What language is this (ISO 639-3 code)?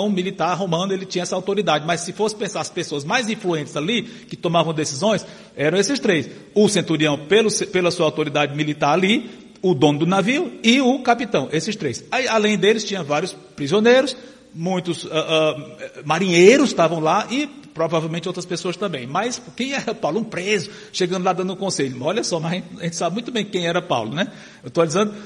por